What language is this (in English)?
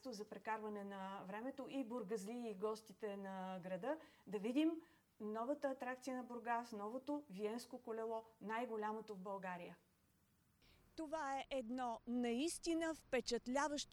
Bulgarian